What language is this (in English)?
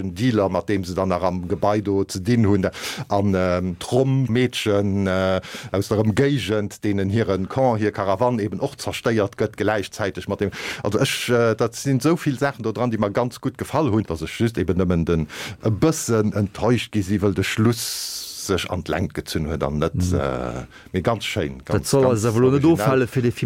Luxembourgish